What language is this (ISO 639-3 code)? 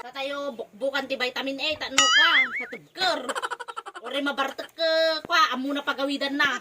ilo